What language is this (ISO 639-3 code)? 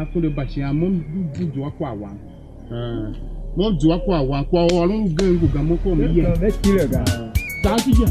tiv